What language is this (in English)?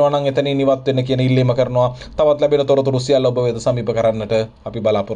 Sinhala